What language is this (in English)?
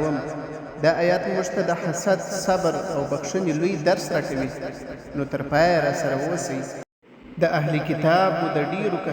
Pashto